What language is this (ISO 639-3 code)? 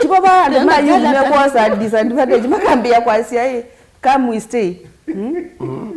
kam